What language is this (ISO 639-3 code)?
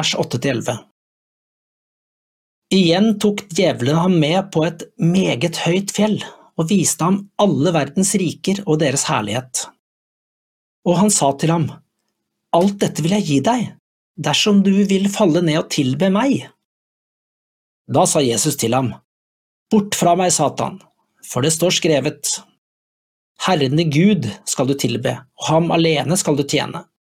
nor